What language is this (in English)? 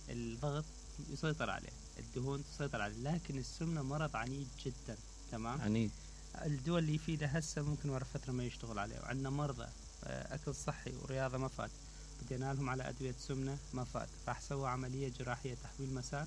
Mesopotamian Arabic